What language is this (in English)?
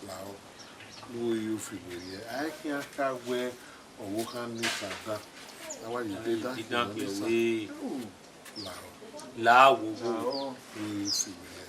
Bini